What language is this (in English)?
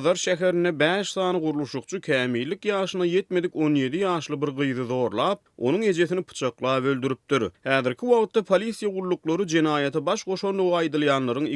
Turkmen